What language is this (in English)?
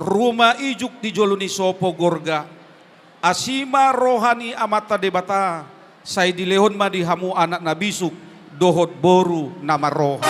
Batak Toba